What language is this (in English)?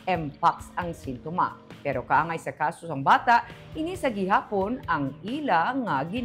Hiligaynon